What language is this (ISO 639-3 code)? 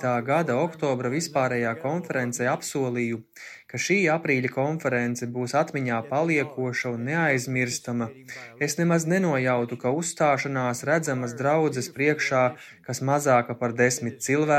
lav